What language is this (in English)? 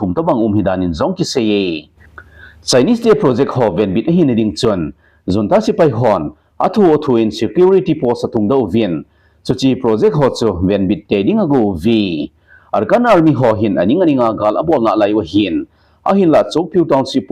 Thado Chin